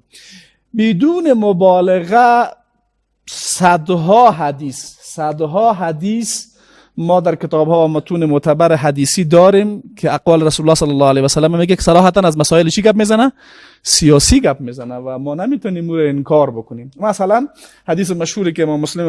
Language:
Persian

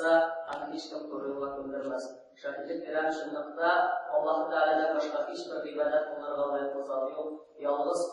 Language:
Tatar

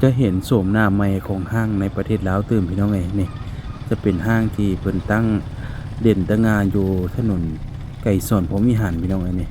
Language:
Lao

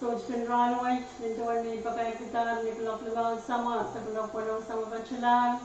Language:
Pohnpeian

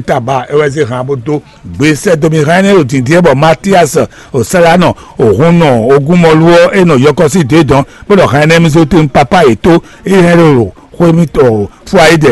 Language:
Fon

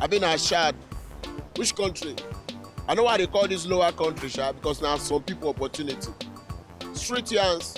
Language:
Nigerian Pidgin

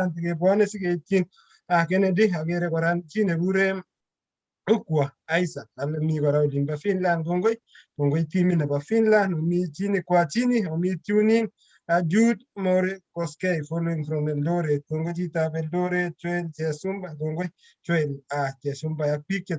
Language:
Kalenjin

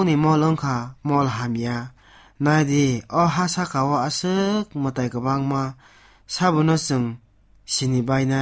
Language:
Kok Borok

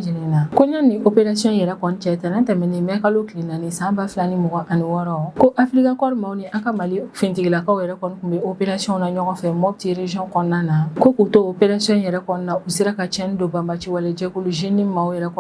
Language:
Bambara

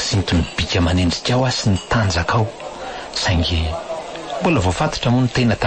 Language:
Malagasy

